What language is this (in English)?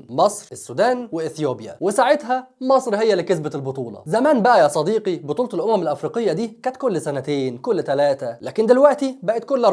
Egyptian Arabic